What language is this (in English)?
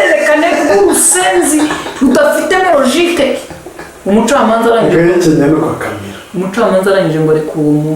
Kinyarwanda